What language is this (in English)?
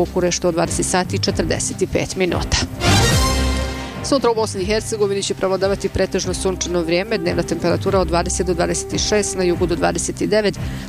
Bosnian